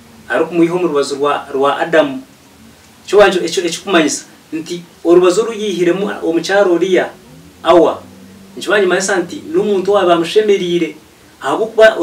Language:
Nyankole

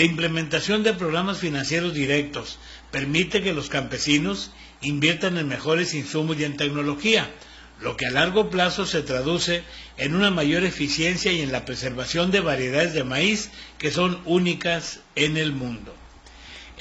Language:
Spanish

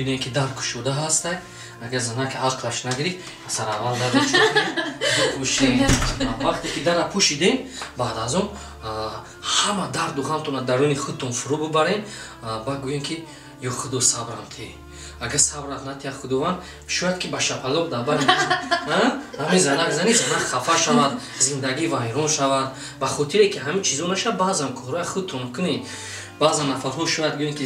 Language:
Tajik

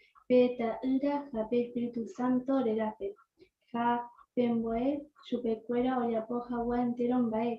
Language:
Guarani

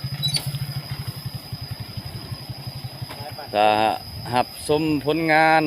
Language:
Lao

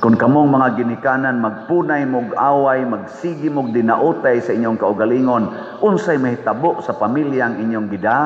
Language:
Cebuano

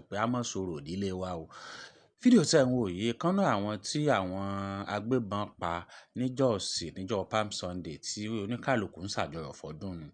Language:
Yoruba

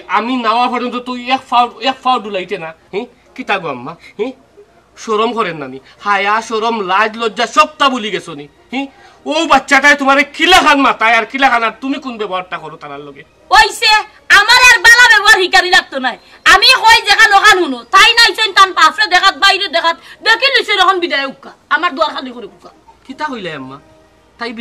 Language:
Sylheti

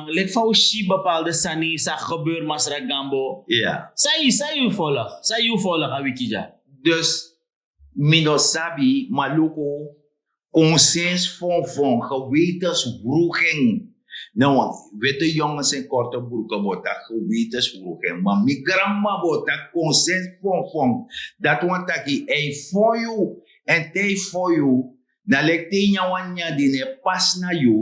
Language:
Sranan Tongo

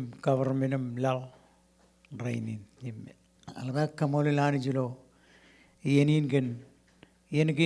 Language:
Marshallese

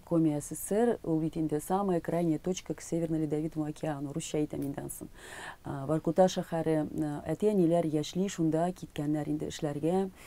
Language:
Tatar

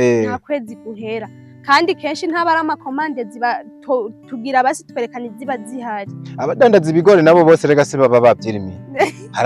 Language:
Rundi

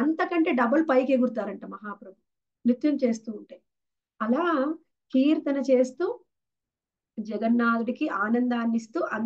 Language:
Telugu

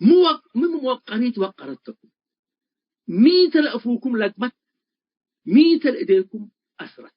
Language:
Tigre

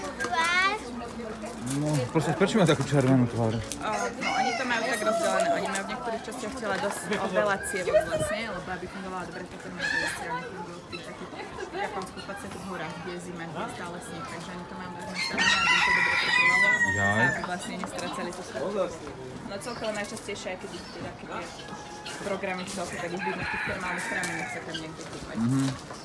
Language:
Slovak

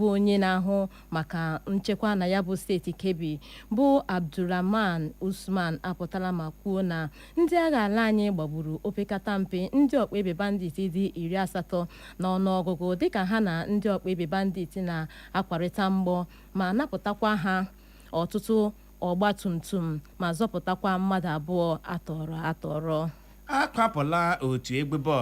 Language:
Igbo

